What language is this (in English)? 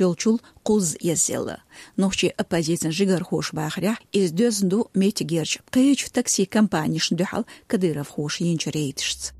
Chechen